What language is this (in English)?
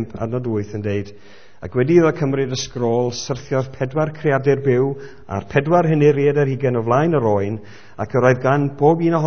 Welsh